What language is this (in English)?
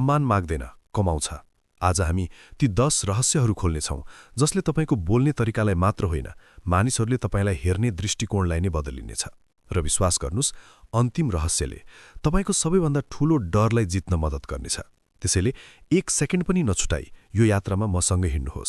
Nepali